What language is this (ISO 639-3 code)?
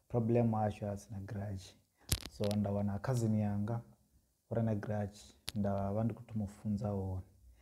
ven